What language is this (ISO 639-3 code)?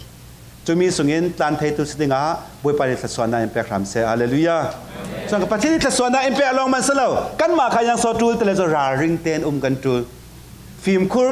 cfm